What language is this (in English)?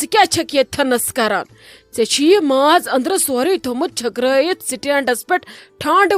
Kashmiri